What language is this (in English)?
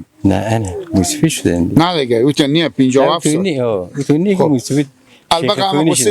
Persian